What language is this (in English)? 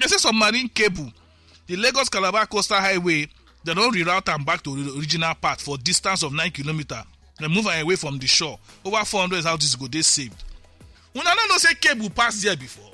Nigerian Pidgin